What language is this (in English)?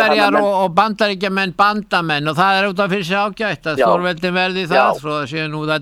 Icelandic